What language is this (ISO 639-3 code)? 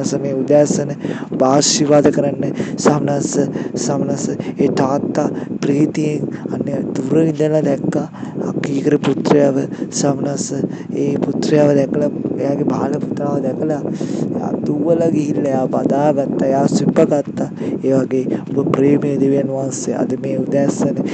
sin